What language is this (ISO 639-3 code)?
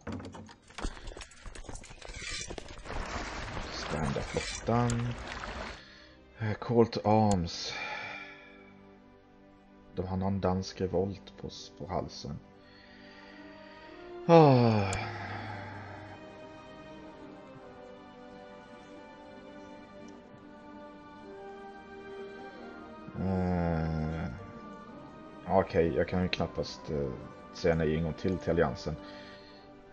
swe